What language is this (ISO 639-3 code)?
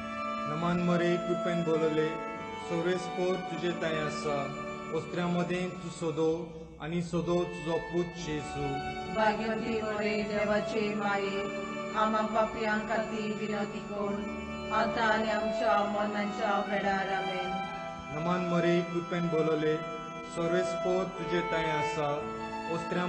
kok